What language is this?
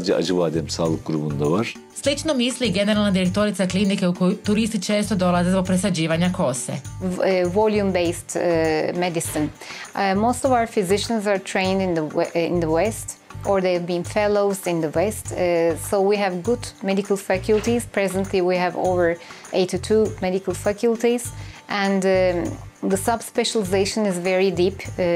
Croatian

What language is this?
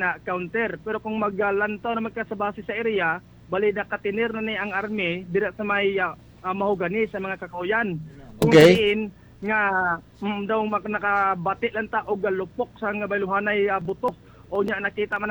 Hiligaynon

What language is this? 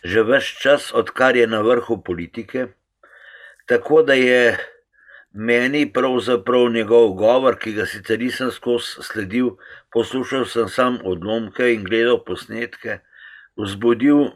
Slovenian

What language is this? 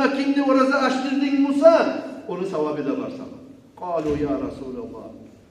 Kumyk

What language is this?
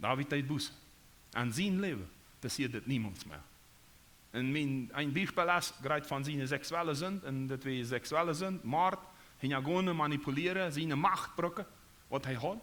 Plautdietsch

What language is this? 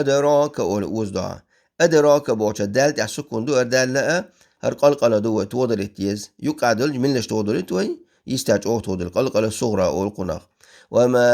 Chechen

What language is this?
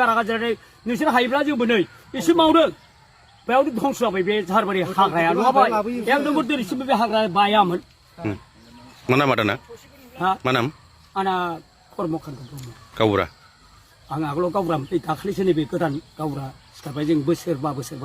Bodo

